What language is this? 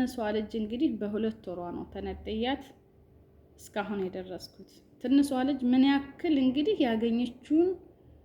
Amharic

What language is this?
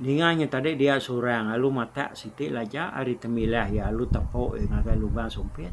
Iban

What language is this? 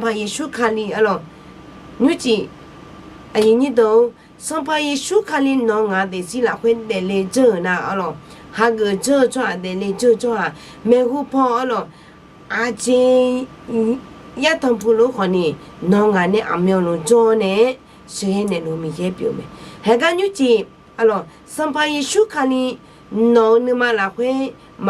Akha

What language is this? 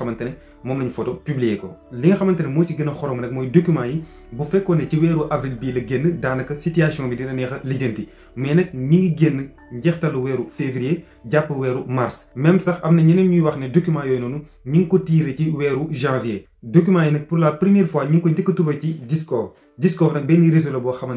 Wolof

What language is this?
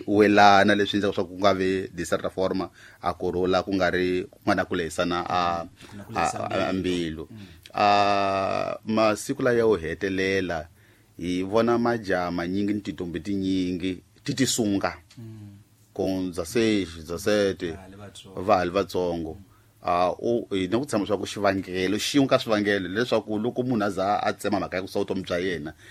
Tsonga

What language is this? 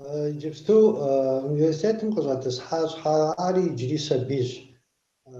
Kabardian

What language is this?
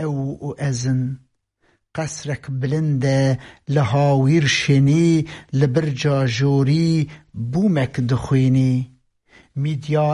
Kurdish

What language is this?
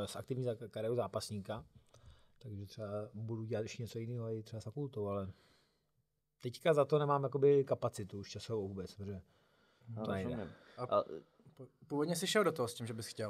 Czech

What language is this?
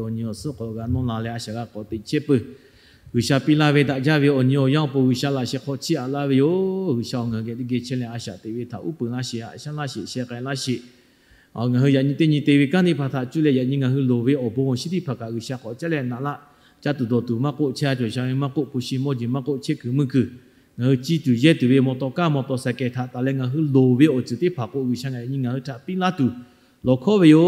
Lahu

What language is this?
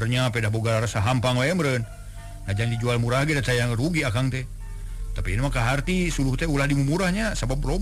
Sundanese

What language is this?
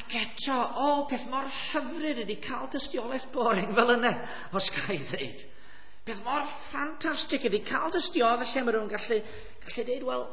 Welsh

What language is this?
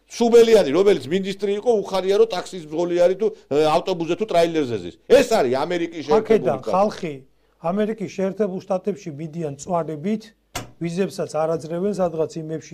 Georgian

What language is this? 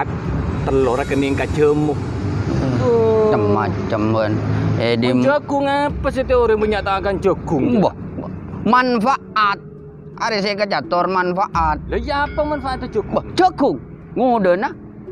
Madurese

